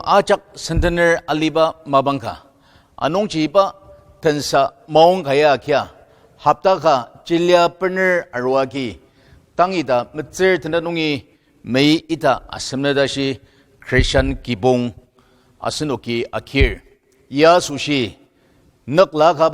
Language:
Ao Naga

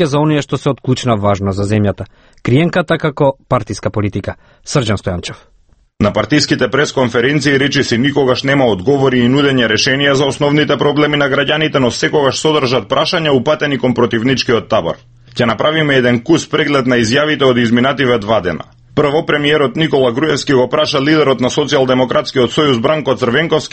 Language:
Macedonian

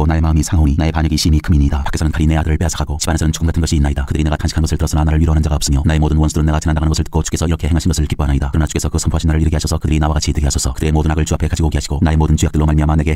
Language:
Korean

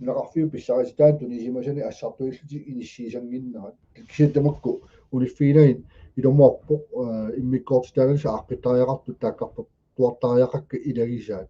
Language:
Kalaallisut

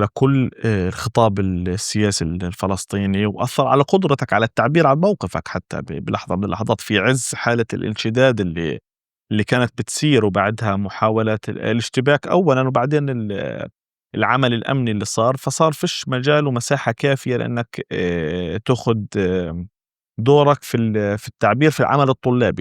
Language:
North Levantine Arabic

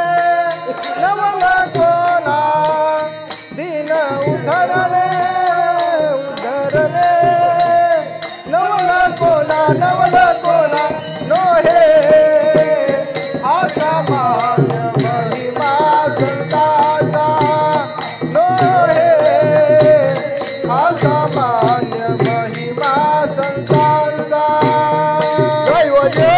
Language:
Marathi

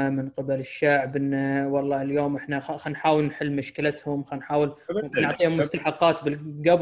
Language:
Gulf Arabic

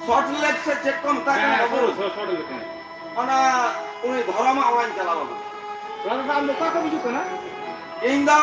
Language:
Santali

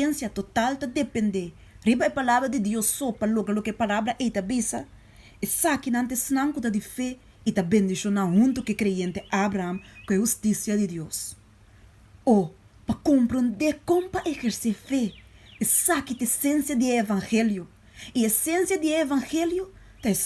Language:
Papiamento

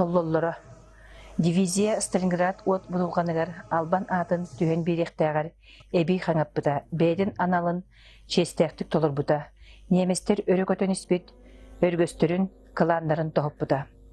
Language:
Yakut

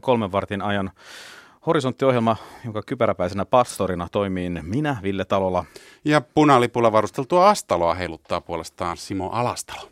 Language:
Finnish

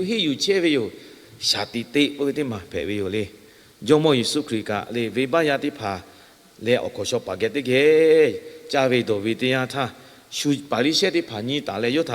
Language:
Lahu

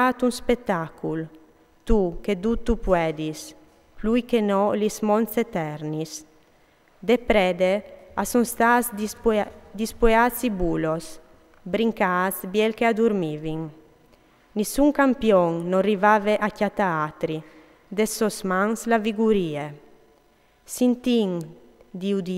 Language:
Friulian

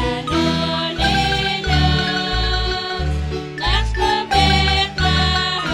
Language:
Kekchí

